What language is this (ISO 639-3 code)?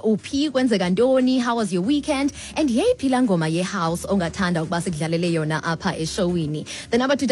xho